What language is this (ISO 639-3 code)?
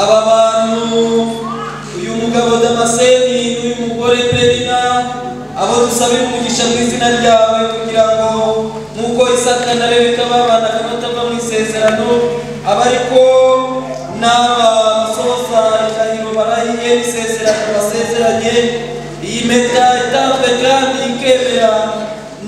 kin